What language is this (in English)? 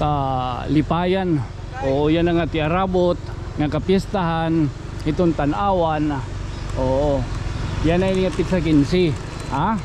Waray